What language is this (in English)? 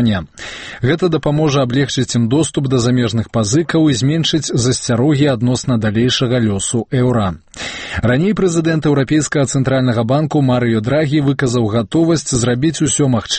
Belarusian